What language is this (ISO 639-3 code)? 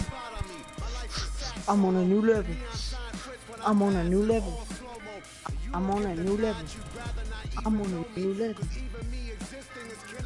eng